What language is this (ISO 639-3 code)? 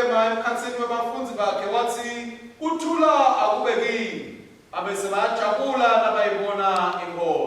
ssw